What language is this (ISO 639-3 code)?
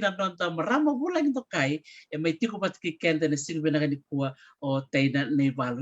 fij